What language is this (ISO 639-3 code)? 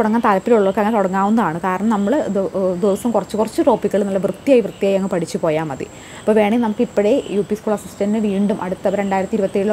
mal